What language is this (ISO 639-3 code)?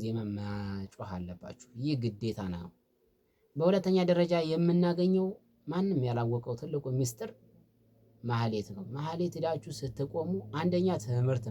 amh